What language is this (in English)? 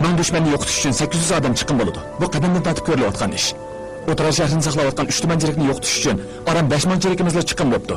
Uyghur